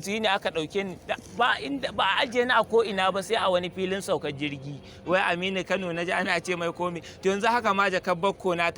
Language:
Hausa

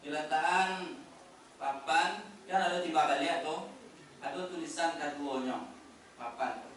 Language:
Minangkabau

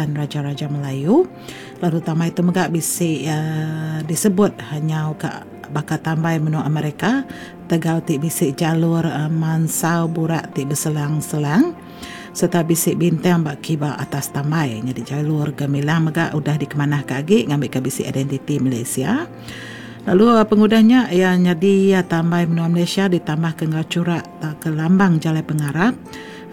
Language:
Iban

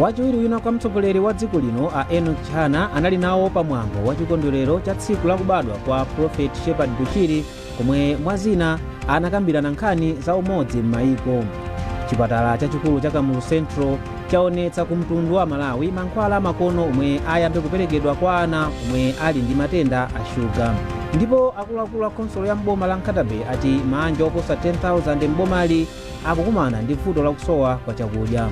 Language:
Nyanja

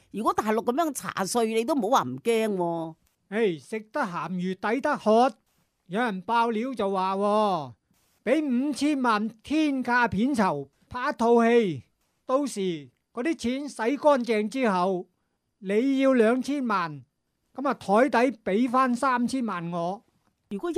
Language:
Cantonese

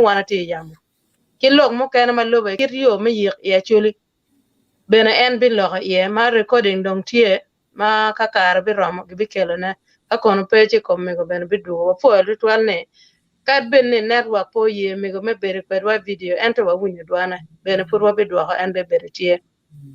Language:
Acoli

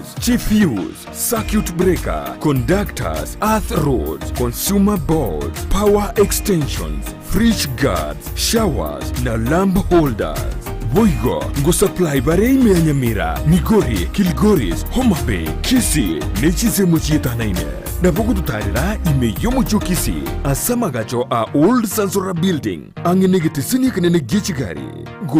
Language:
Gusii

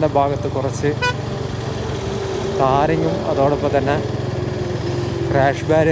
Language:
Malayalam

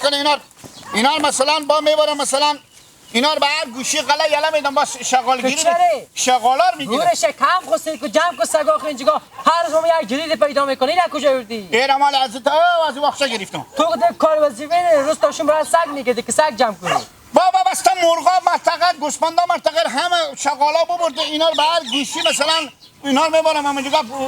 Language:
Hazaragi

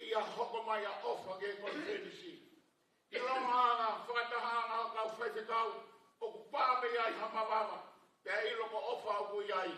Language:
Tongan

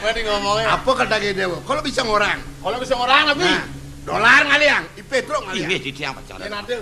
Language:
Balinese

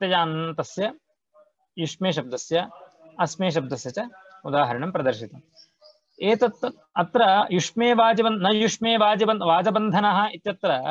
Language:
Sanskrit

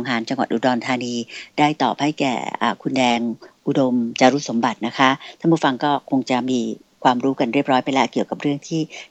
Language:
Thai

